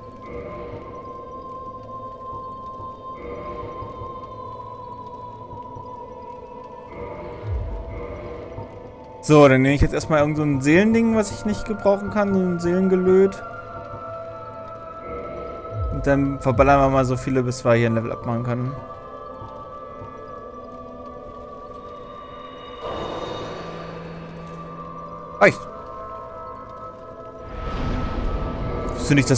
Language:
German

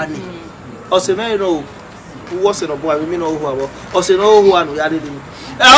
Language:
Bini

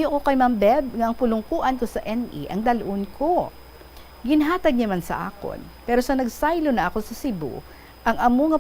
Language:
Hiligaynon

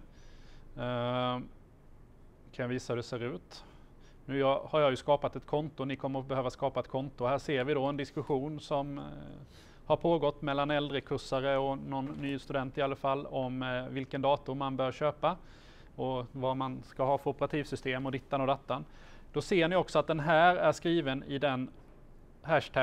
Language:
Swedish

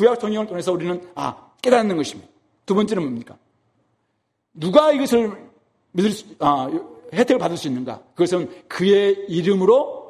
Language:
Korean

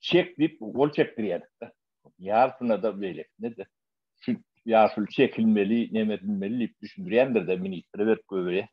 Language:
Turkmen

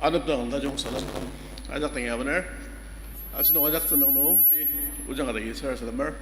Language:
Ao Naga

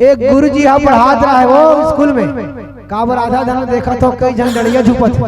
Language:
Chhattisgarhi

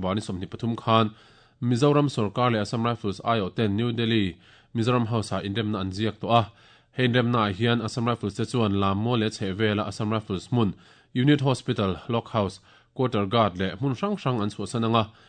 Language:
Mizo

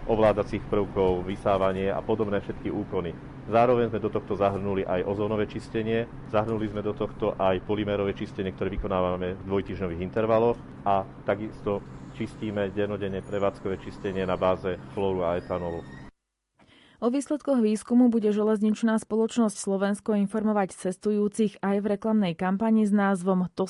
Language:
Slovak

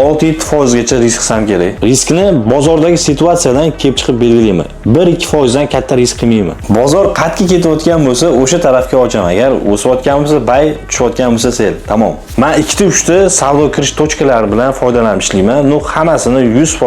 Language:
Uzbek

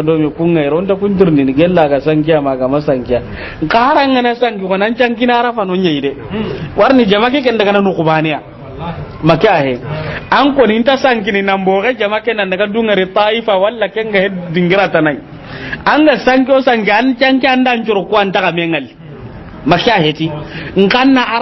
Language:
Soninke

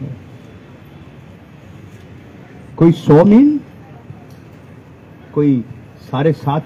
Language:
Hindi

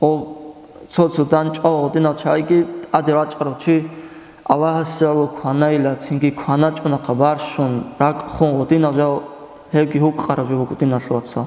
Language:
Avaric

